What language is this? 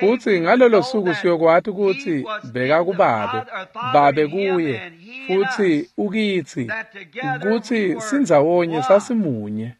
Swati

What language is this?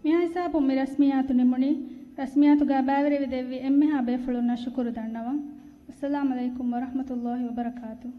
Divehi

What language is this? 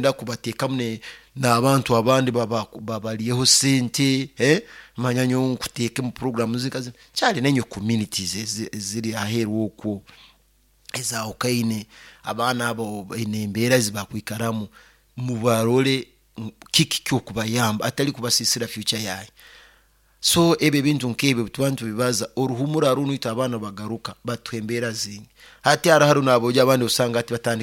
Nyoro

